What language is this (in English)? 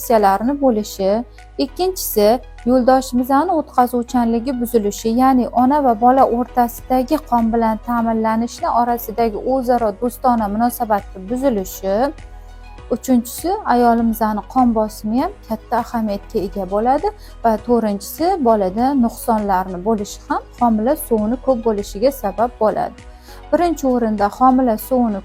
Uzbek